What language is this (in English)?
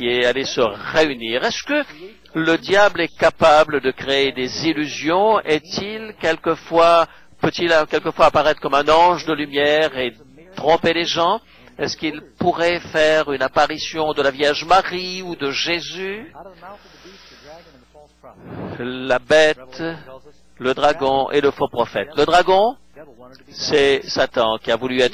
French